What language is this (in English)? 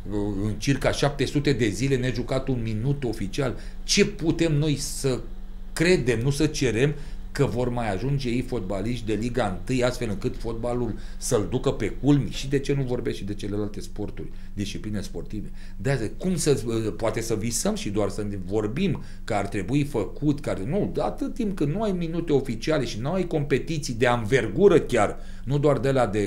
Romanian